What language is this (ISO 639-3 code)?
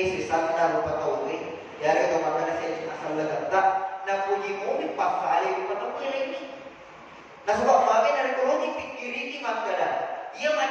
bug